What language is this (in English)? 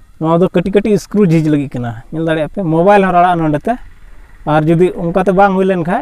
Santali